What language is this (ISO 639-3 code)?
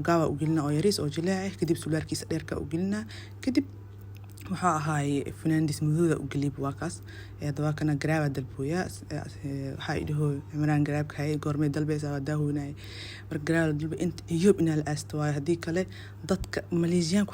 som